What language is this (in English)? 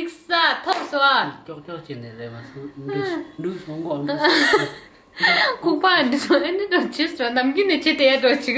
Tibetan